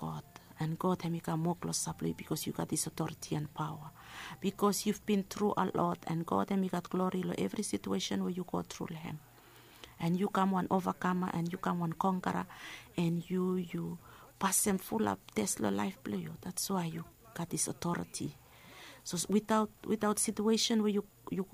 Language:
Bislama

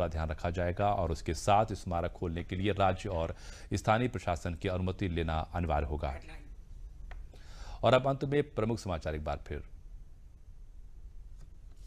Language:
Hindi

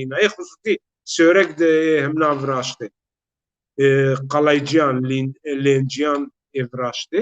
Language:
Zaza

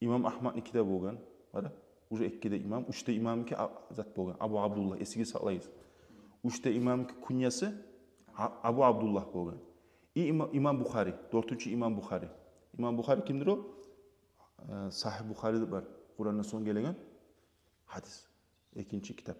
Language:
Kumyk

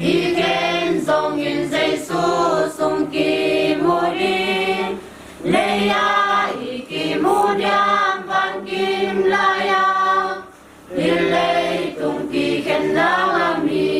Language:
Tedim Chin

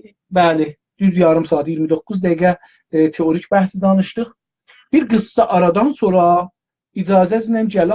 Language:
South Azerbaijani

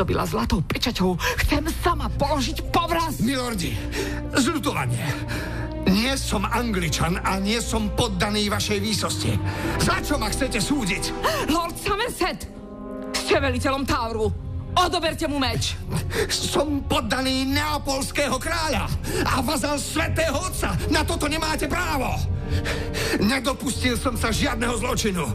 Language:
Slovak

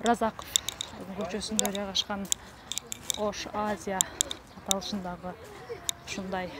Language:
Kyrgyz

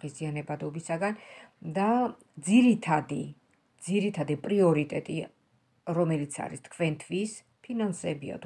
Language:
Georgian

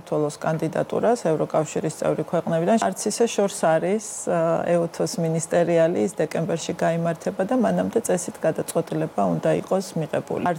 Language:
Georgian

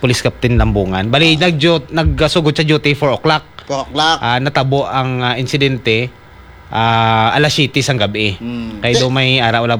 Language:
Hiligaynon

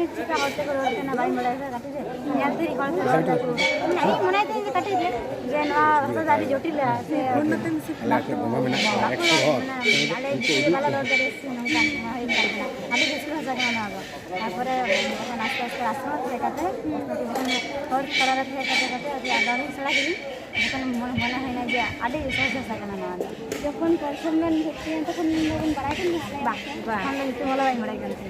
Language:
Santali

